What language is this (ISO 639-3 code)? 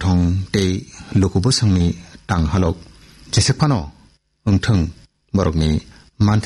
trp